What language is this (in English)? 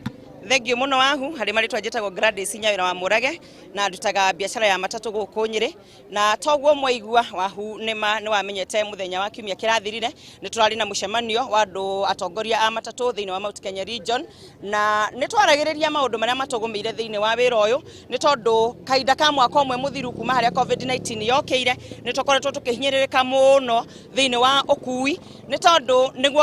Kikuyu